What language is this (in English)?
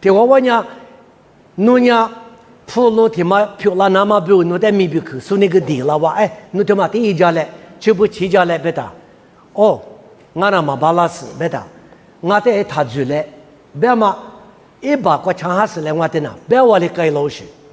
Lisu